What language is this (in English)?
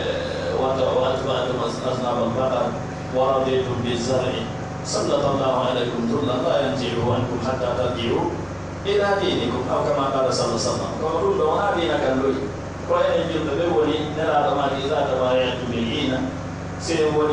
Pular